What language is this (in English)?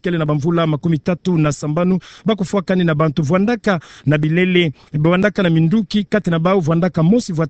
Kituba (Democratic Republic of Congo)